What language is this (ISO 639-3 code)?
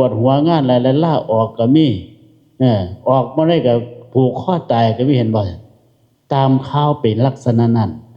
lao